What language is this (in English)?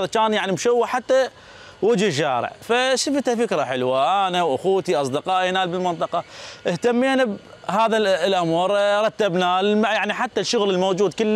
Mesopotamian Arabic